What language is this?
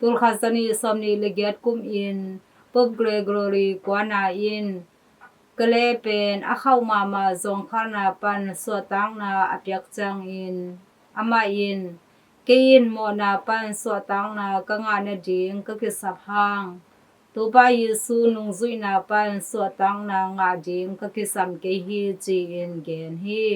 Tedim Chin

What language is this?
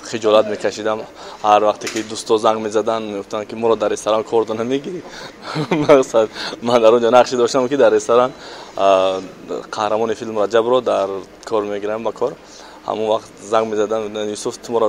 Tajik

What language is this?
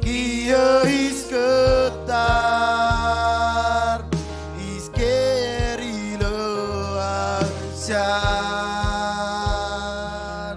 Marshallese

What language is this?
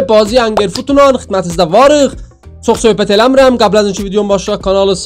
South Azerbaijani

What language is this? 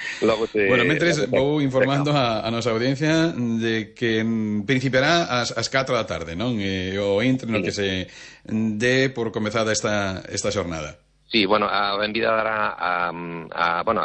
Galician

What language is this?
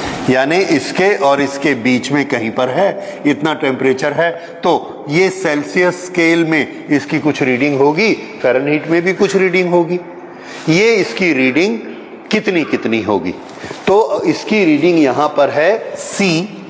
Hindi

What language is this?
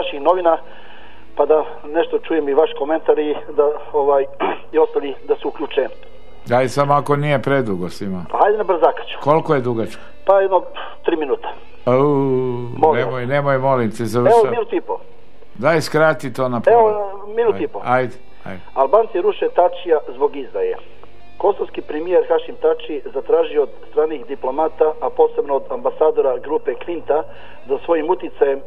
Serbian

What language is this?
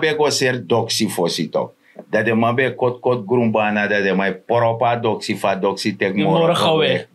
Sranan Tongo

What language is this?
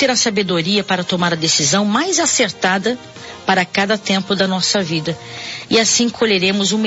Portuguese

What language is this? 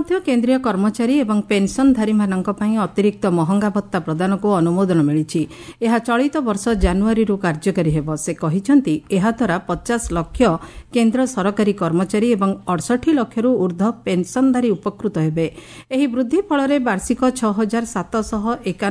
Odia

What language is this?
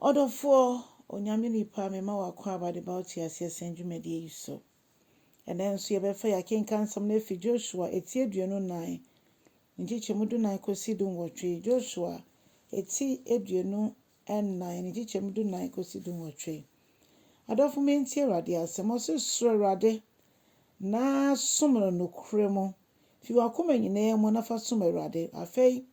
Akan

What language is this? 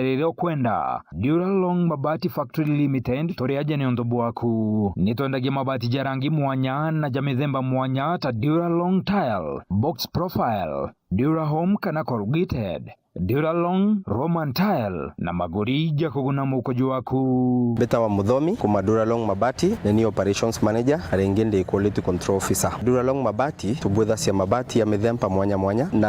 Meru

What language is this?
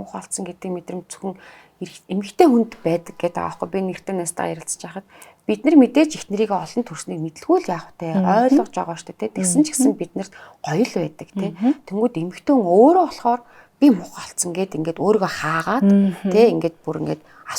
Mongolian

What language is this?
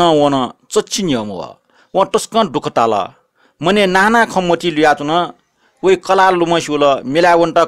Newari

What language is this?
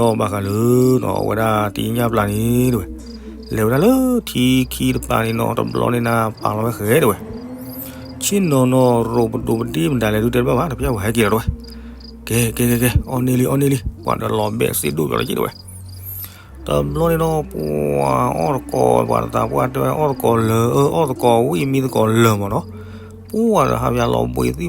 S'gaw Karen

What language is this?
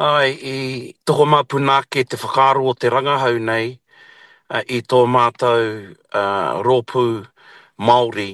Māori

